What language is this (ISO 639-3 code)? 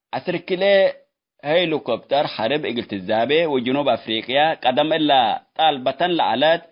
tig